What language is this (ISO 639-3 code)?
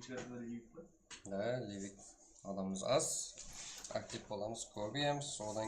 kaa